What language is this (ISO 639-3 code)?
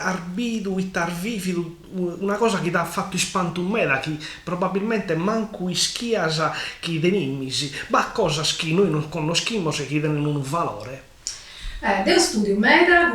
srd